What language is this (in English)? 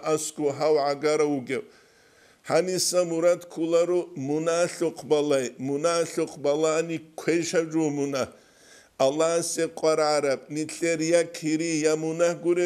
Avaric